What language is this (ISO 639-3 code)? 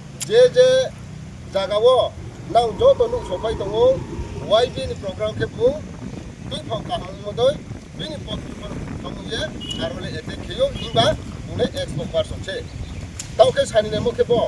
ria